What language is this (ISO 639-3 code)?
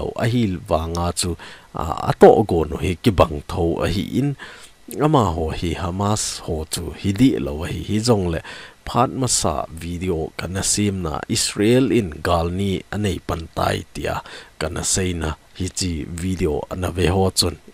tcz